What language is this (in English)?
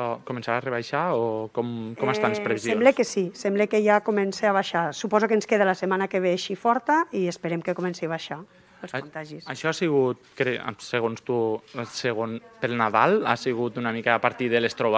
Catalan